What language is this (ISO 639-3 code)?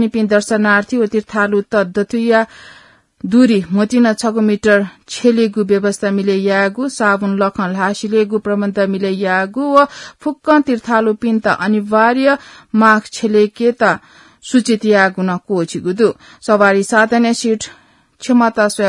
new